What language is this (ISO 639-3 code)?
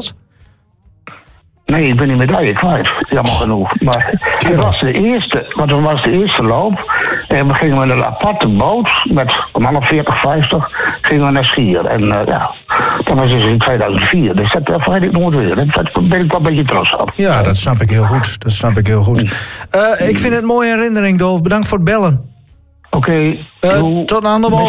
nld